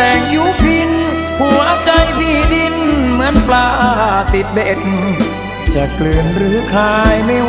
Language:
Thai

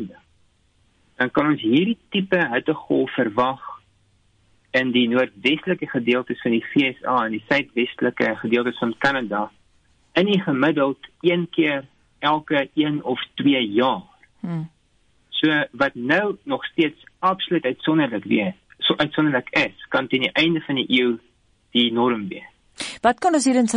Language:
Afrikaans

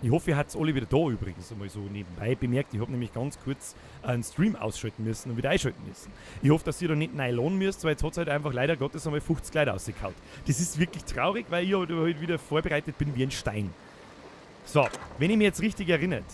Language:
Bavarian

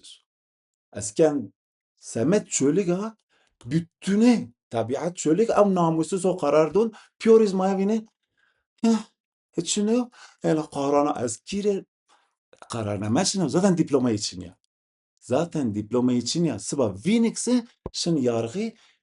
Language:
Zaza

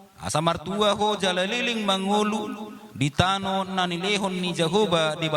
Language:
Batak Toba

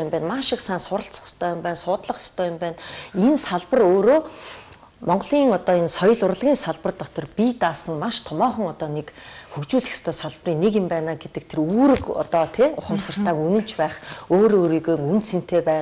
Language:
Mongolian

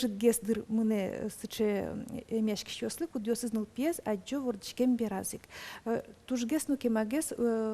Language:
Udmurt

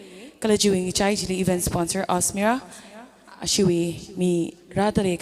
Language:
Tangkhul Naga (India)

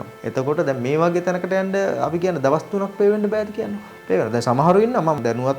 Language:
Sinhala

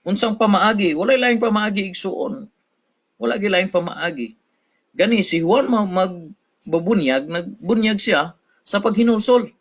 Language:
Cebuano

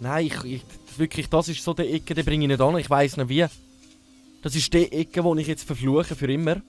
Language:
Swiss German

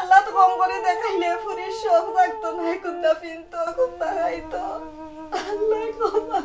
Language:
Sylheti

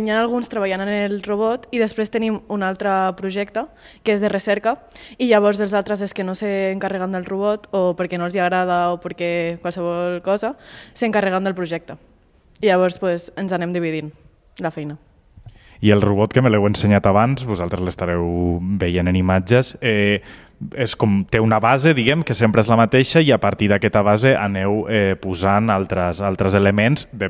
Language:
Catalan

